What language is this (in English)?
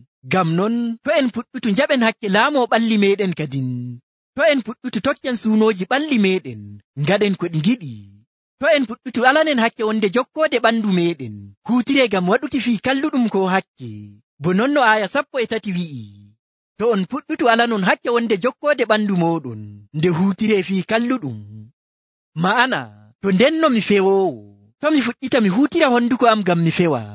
Nigerian Fulfulde